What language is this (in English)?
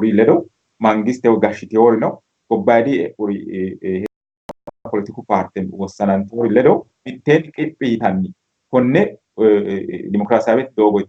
Sidamo